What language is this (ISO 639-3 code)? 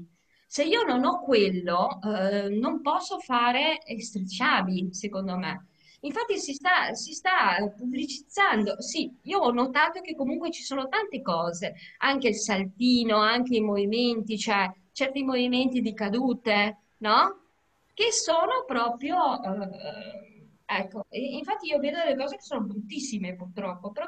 ita